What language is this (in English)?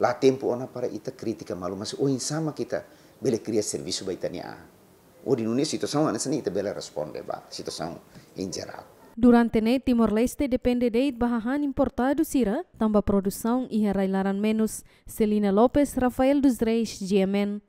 Tetum